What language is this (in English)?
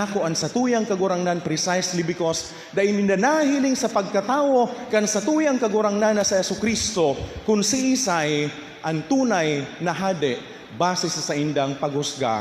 Bikol